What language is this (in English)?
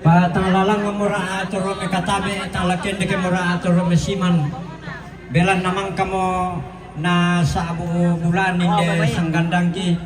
Toraja-Sa'dan